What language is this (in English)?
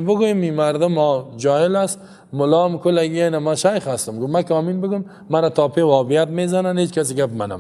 Persian